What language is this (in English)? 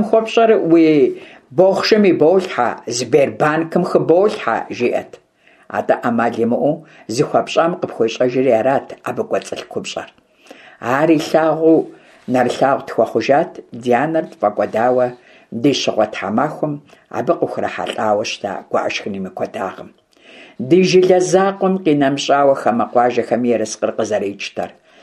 Kabardian